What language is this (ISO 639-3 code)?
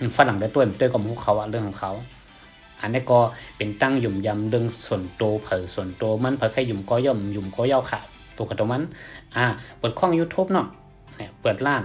shn